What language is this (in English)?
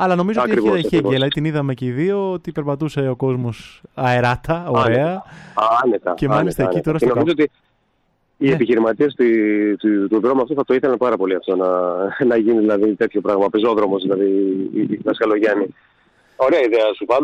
Greek